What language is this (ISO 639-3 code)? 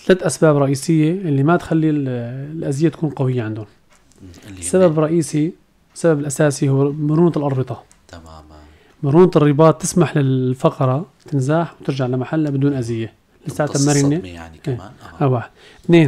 apc